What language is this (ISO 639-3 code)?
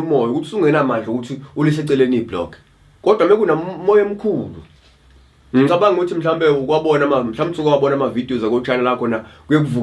zul